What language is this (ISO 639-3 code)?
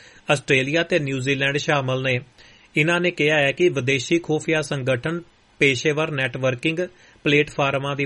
pan